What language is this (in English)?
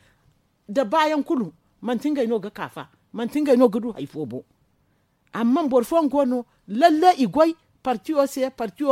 Zarma